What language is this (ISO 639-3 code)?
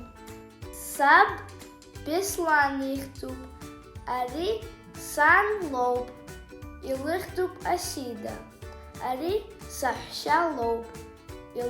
abk